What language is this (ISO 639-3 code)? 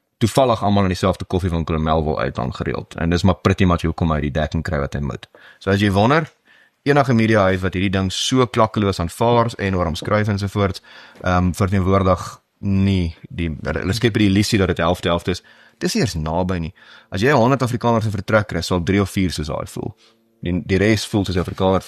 afr